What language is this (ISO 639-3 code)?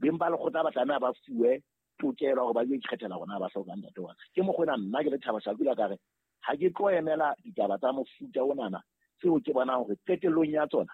sot